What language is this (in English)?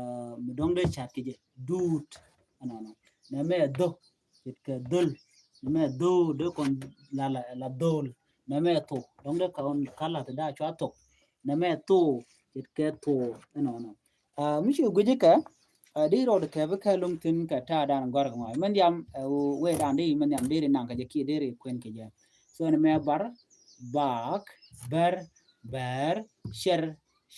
Nuer